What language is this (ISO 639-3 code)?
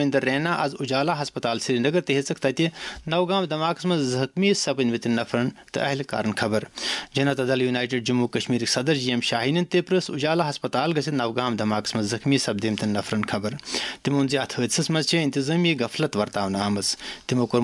kas